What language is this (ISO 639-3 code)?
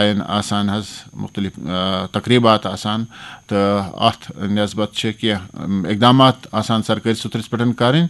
kas